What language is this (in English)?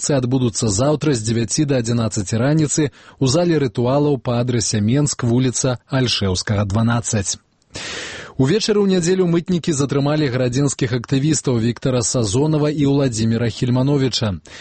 Belarusian